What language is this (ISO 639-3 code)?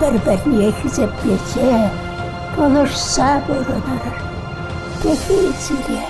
chv